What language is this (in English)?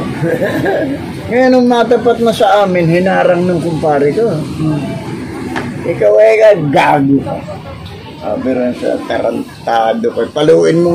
Filipino